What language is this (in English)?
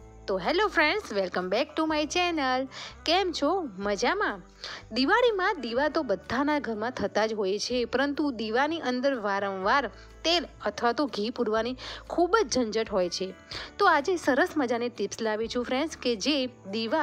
Gujarati